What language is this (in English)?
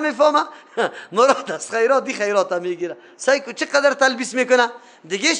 Persian